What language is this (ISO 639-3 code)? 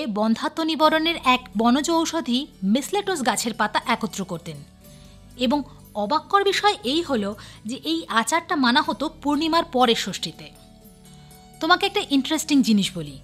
ben